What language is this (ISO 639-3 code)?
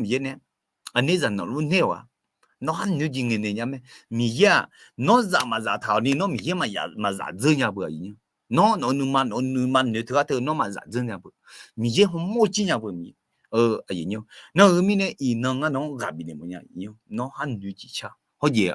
ahk